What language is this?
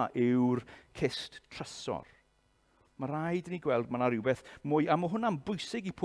Welsh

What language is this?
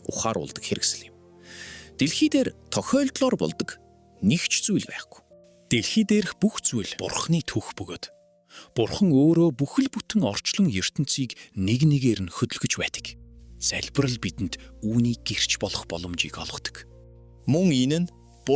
Mongolian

